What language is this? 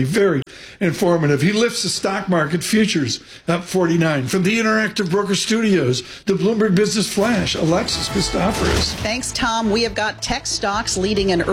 English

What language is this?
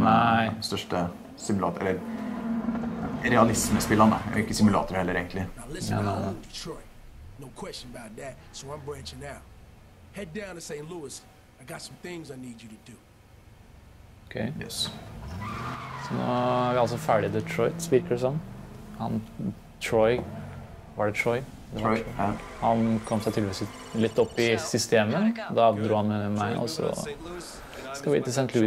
Norwegian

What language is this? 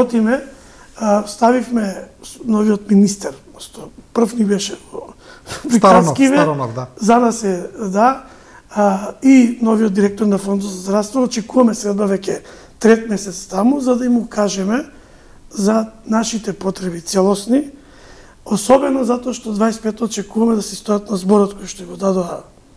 Macedonian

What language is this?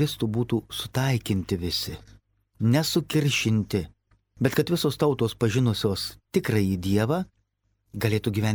Lithuanian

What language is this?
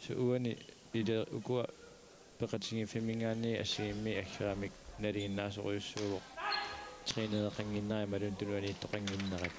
Kalaallisut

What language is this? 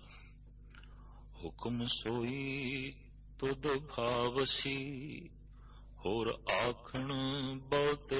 Punjabi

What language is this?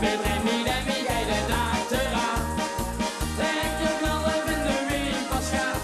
Limburgish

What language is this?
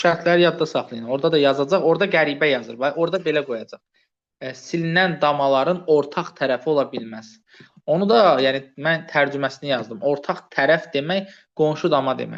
Azerbaijani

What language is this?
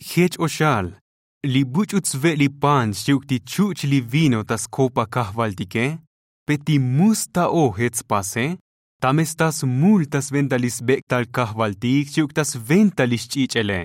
Tzotzil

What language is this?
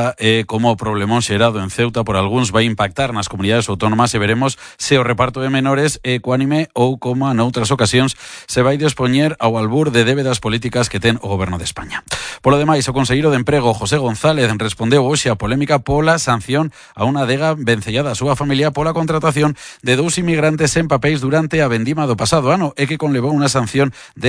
Galician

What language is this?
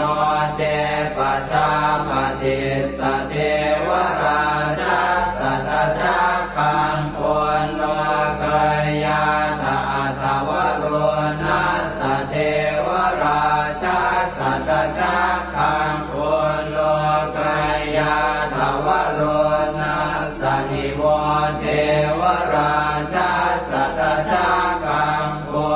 Pali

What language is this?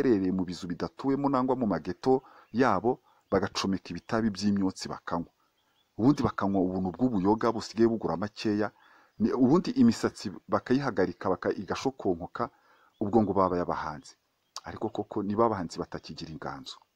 Kinyarwanda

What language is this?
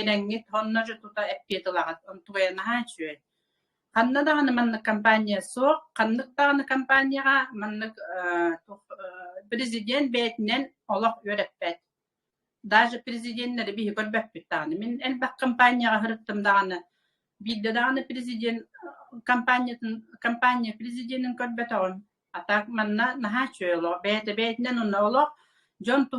Yakut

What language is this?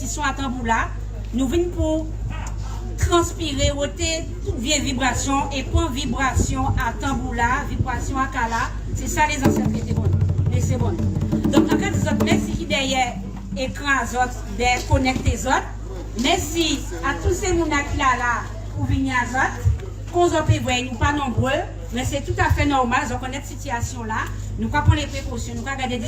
Guadeloupean Creole French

